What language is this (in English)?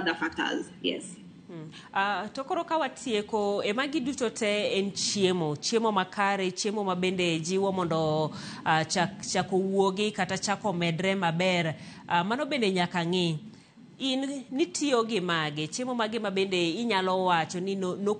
Luo (Kenya and Tanzania)